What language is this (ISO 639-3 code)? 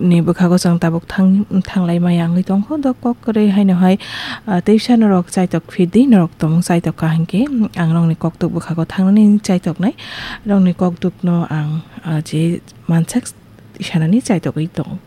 trp